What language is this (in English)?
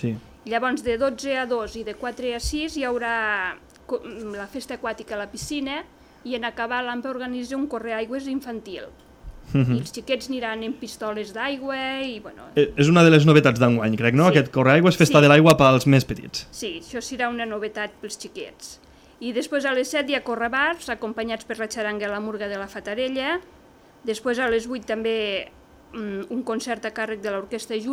Catalan